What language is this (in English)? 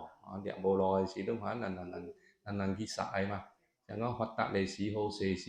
Min Nan Chinese